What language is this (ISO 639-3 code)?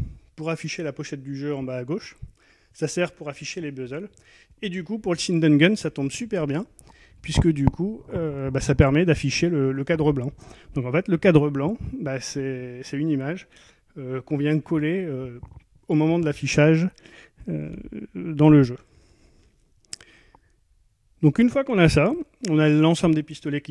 fra